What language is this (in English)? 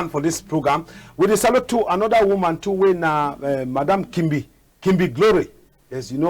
Cameroon Pidgin